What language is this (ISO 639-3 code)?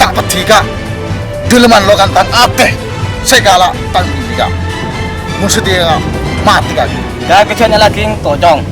mad